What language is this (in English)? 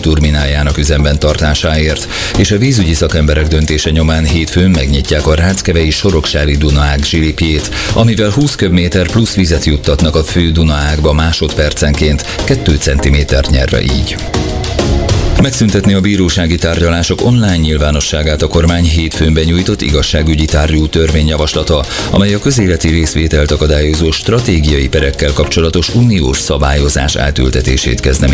Hungarian